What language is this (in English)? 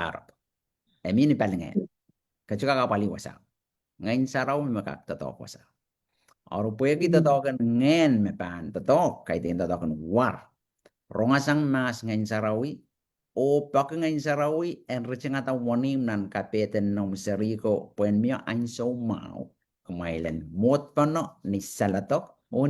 Pohnpeian